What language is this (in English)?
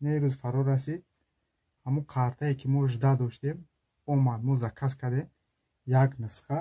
Tajik